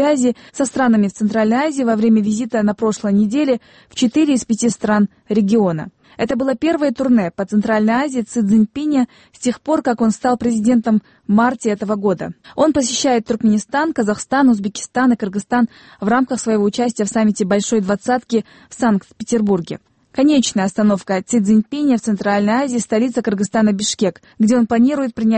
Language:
Russian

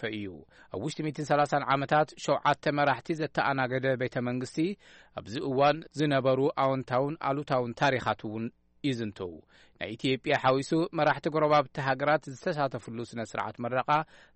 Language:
Tigrinya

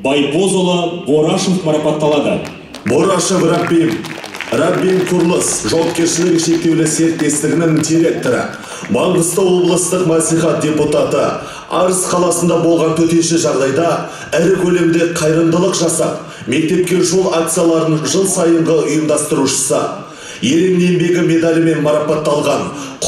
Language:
Kazakh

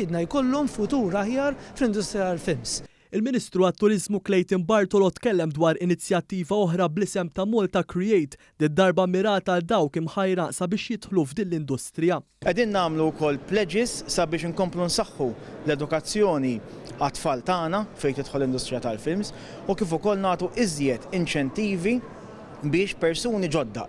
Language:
Maltese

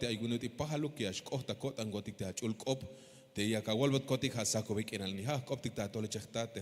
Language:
Tzeltal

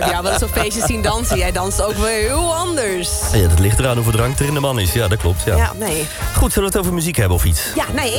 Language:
Dutch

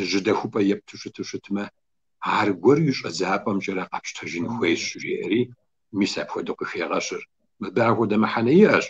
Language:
Kabardian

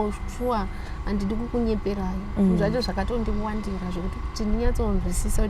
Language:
Shona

